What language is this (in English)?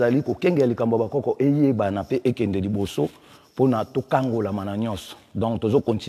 Lingala